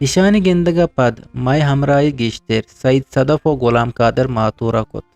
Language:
Eastern Balochi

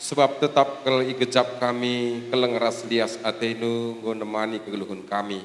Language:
Batak Karo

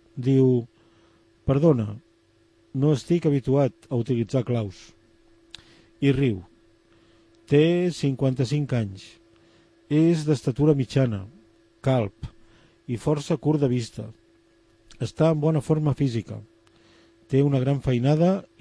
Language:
Catalan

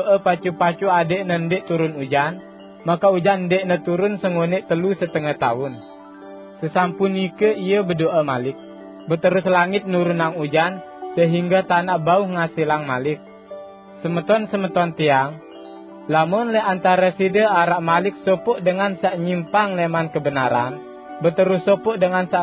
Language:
Sasak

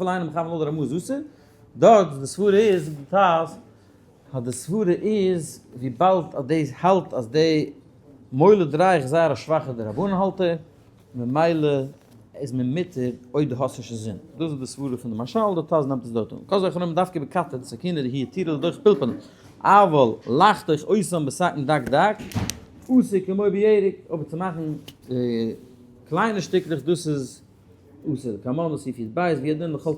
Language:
Yiddish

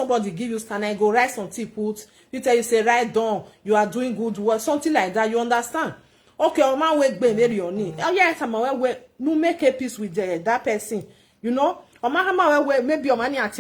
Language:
Nigerian Pidgin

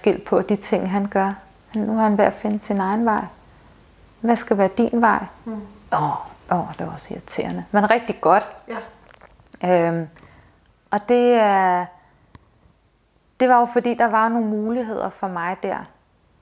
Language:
Danish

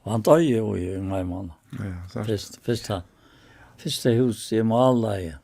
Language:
Faroese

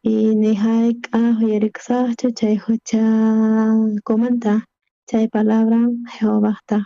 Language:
South Bolivian Quechua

